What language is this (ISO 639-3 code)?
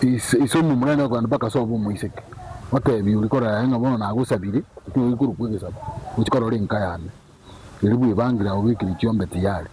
guz